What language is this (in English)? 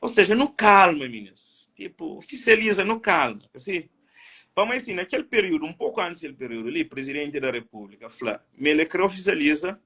Kabuverdianu